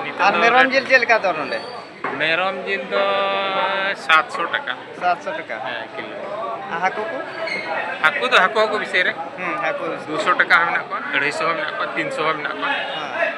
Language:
Santali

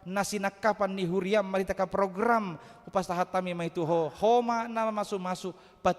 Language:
Batak Toba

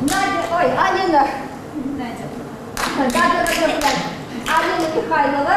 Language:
Chuvash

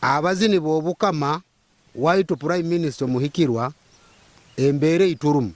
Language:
Nyoro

